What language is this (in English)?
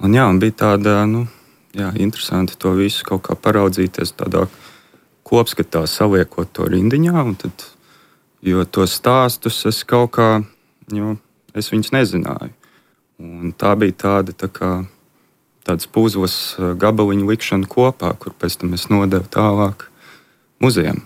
Latvian